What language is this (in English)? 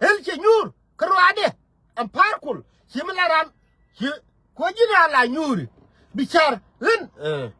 Nuer